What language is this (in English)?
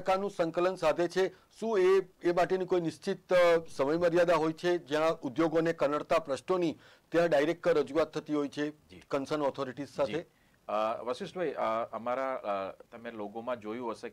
Gujarati